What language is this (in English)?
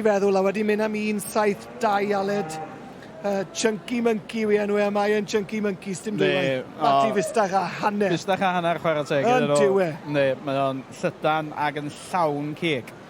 Welsh